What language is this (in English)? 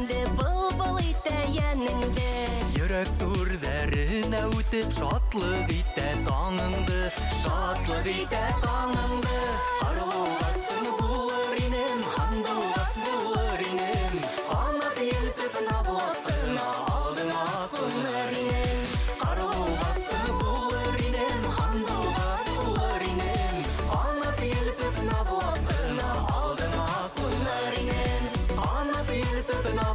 Bashkir